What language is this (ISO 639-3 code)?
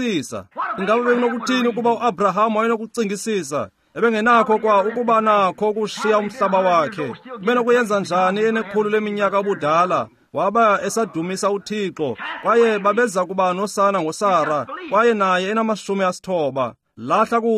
xho